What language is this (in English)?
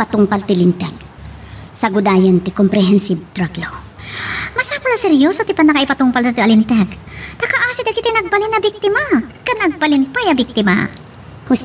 Iloko